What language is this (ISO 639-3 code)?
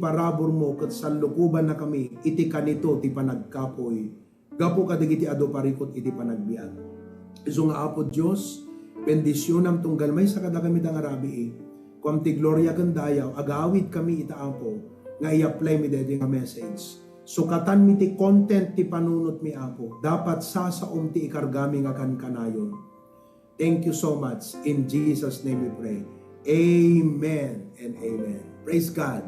ilo